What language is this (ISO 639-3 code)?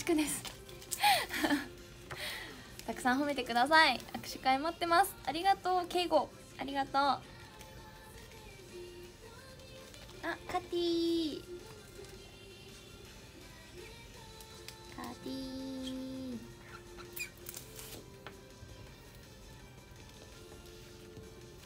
jpn